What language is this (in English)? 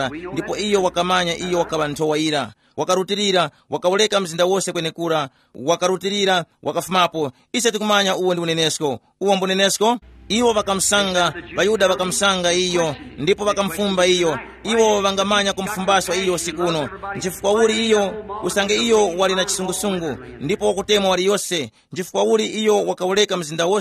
Tumbuka